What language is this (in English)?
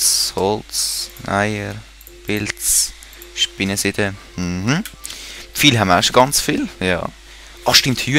Swiss German